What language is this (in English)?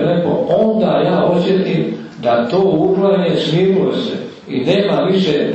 Croatian